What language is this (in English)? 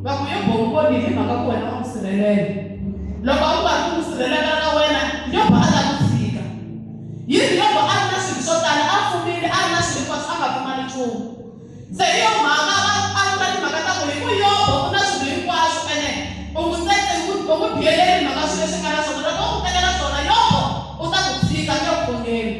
Tsonga